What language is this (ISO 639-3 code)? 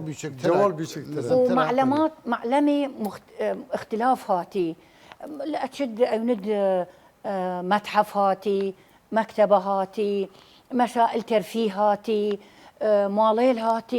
sdh